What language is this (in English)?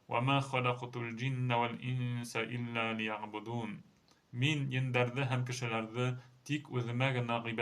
Bashkir